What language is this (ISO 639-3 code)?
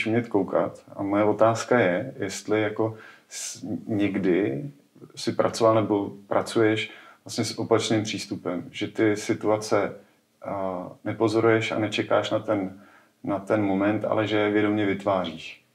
ces